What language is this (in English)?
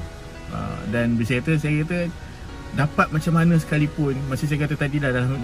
Malay